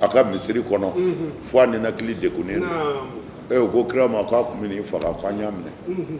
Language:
Bambara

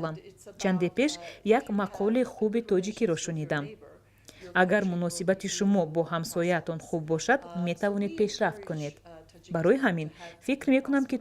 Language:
Tajik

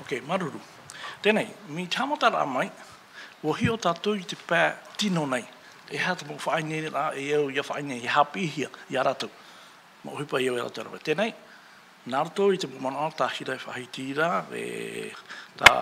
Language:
Tahitian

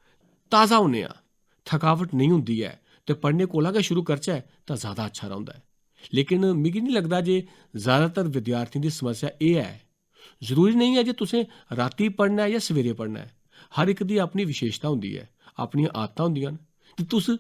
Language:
Dogri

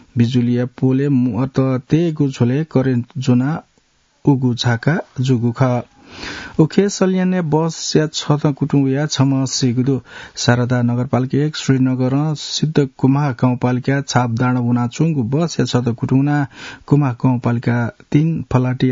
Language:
Newari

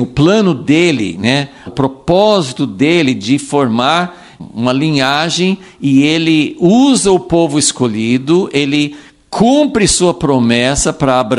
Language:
Portuguese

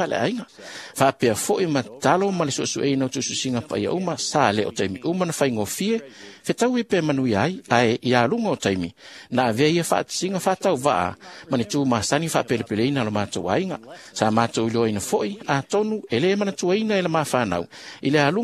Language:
Samoan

